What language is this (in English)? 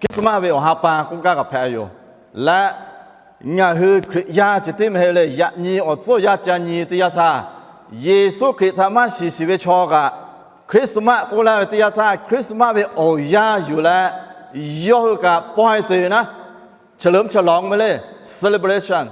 Lahu